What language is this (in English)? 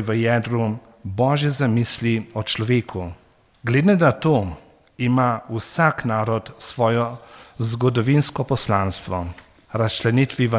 Slovenian